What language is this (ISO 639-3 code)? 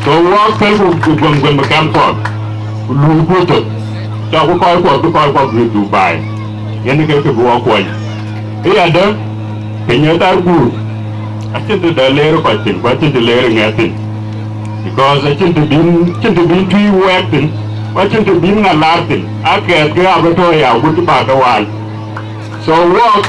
din